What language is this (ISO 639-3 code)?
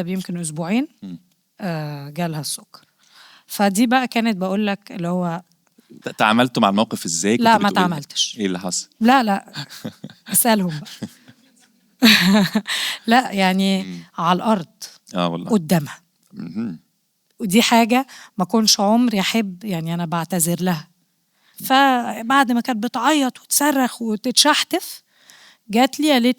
arz